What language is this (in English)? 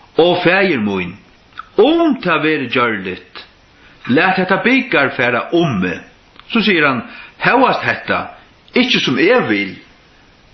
Faroese